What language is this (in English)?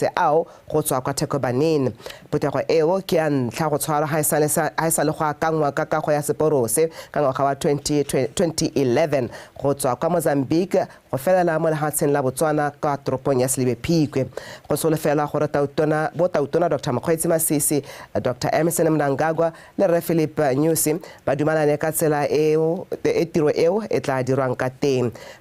Tswana